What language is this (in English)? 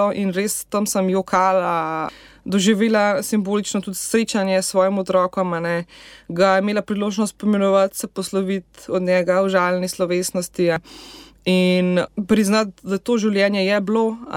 Slovenian